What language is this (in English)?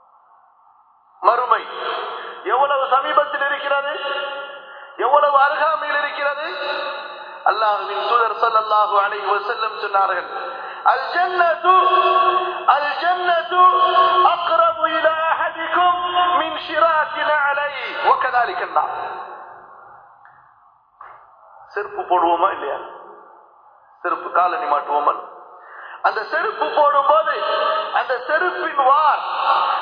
Tamil